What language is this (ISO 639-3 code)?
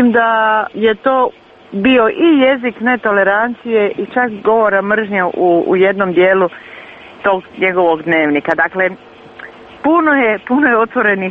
hrv